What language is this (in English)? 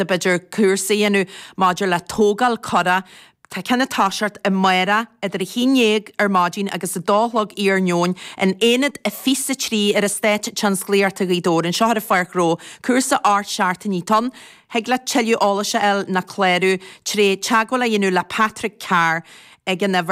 Irish